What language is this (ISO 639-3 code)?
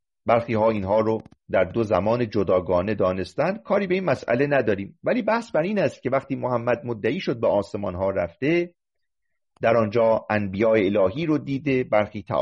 fas